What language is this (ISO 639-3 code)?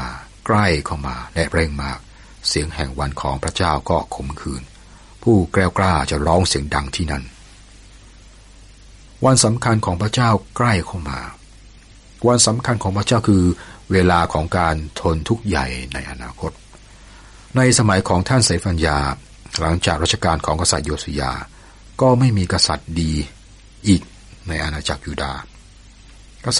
tha